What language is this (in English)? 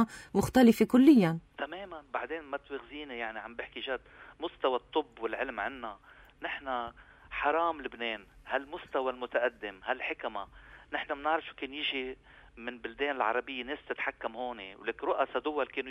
North Levantine Arabic